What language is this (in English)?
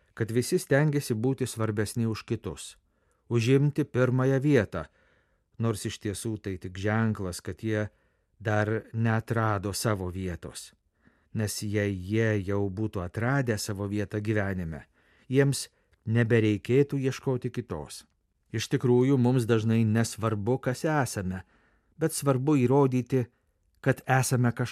Lithuanian